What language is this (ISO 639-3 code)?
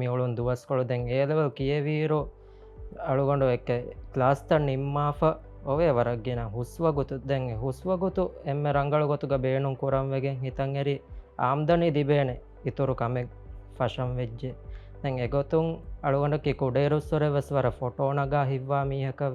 div